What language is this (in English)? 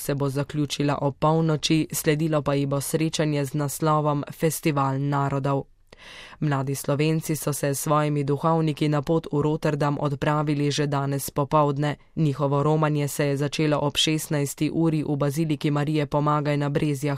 Slovenian